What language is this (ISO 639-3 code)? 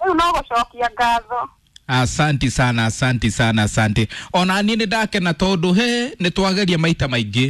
kik